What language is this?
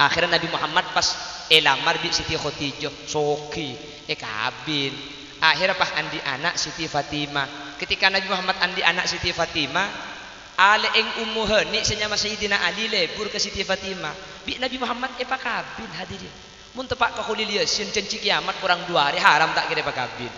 Madurese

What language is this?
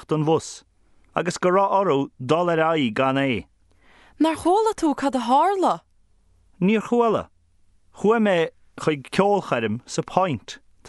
Irish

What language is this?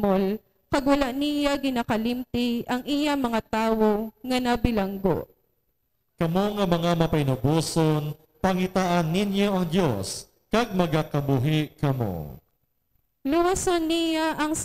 Hiligaynon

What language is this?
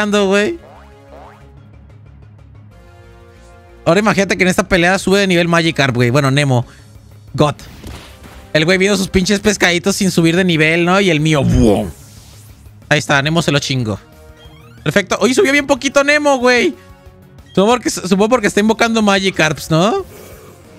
Spanish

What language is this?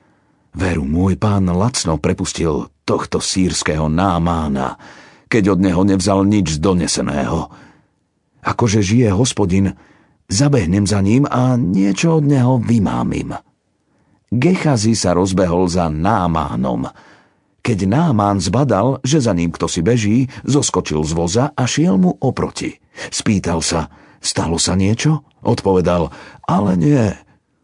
Slovak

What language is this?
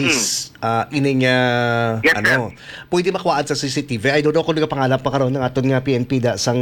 Hiligaynon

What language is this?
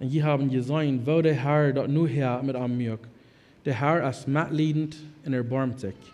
Plautdietsch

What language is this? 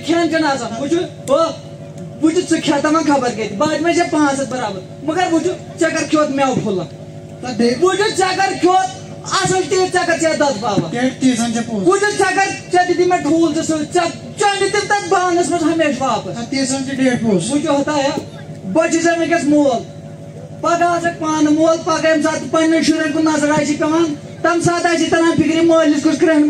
Kashmiri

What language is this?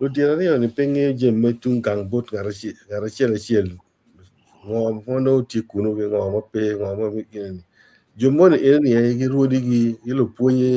Acoli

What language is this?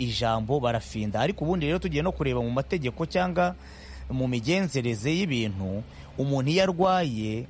Kinyarwanda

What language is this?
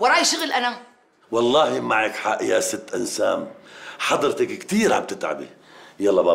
North Levantine Arabic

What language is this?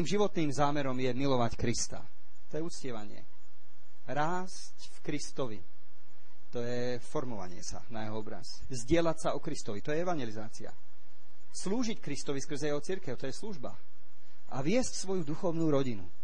Slovak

